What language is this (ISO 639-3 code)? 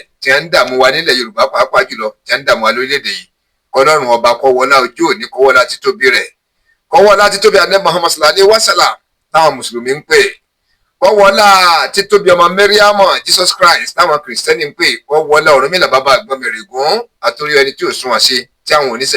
yor